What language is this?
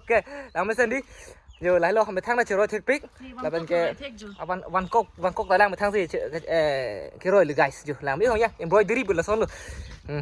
Karbi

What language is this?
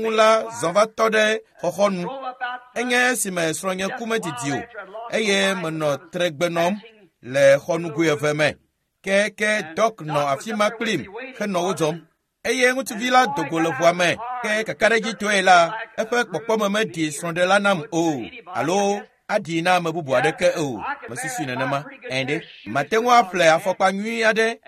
Ewe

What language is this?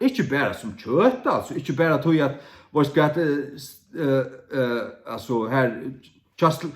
Faroese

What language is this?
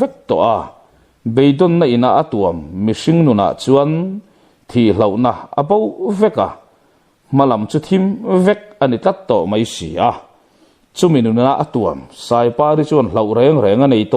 Mizo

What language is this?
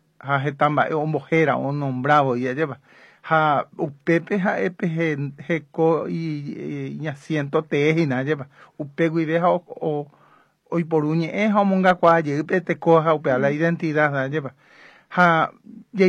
Guarani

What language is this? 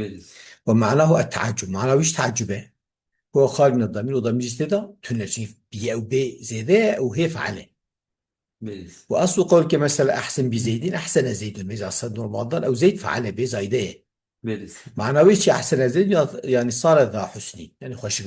Kurdish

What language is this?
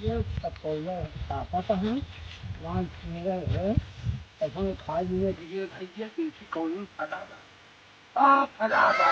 Awadhi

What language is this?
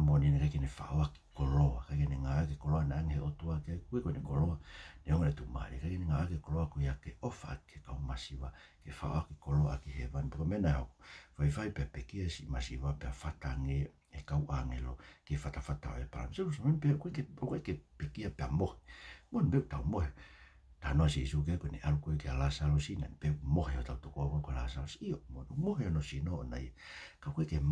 Tongan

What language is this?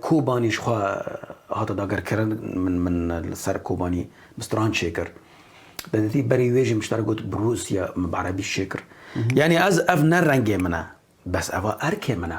Kurdish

